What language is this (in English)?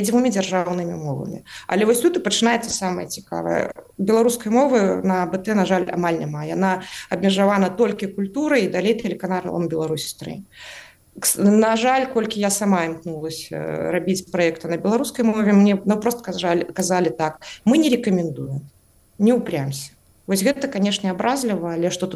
Belarusian